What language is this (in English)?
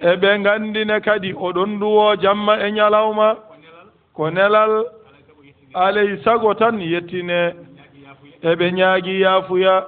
Fula